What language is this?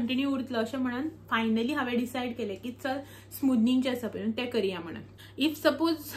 Konkani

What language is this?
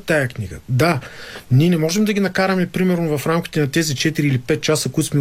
Bulgarian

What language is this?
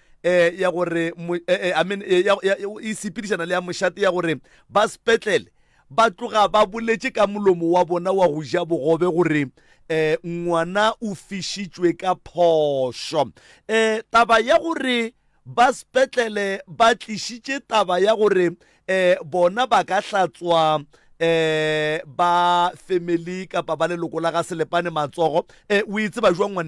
Northern Sotho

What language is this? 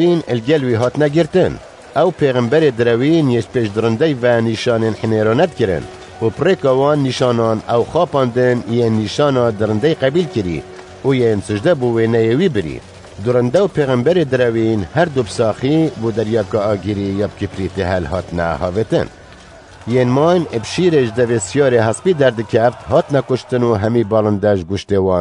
Kurdish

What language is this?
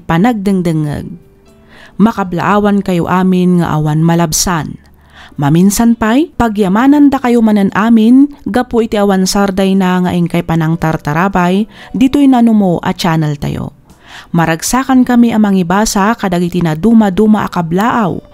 Iloko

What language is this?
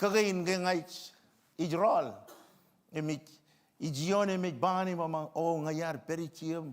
Marshallese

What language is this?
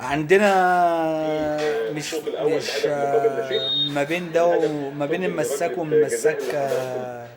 Egyptian Arabic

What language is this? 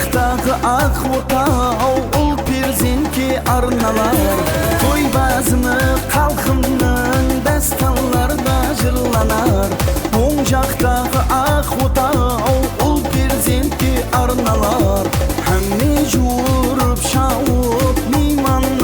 Kara-Kalpak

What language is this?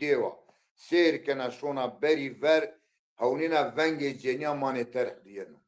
Zaza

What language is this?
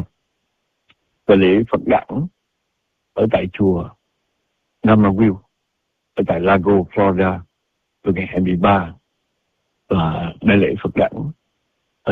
Vietnamese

